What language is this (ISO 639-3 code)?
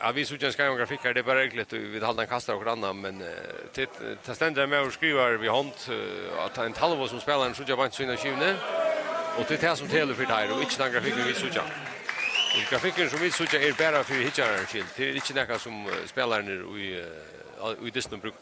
fao